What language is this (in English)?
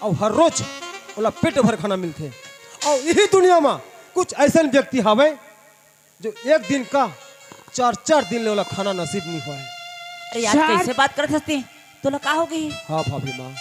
Chhattisgarhi